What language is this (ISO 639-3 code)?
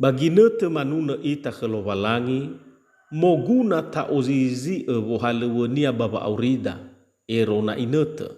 nia